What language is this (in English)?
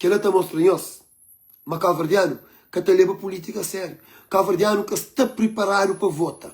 Kabuverdianu